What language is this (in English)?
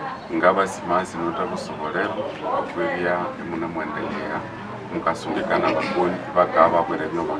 Nande